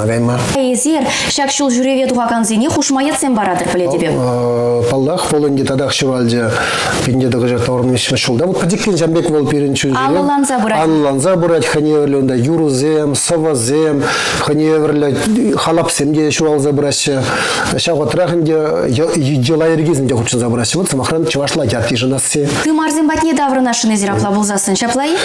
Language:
Chuvash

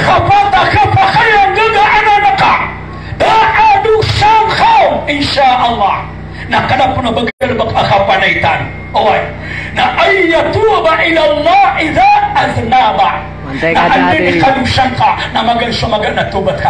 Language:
Maranao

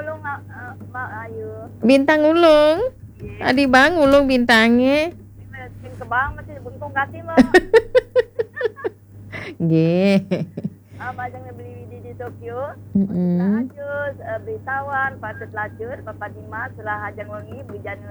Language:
Balinese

